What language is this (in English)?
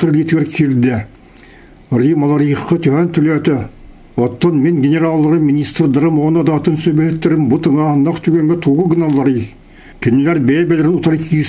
Yakut